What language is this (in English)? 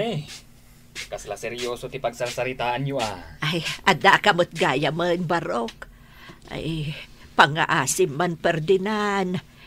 Iloko